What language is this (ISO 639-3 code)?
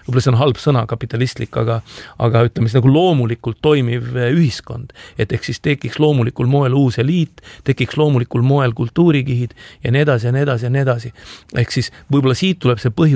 est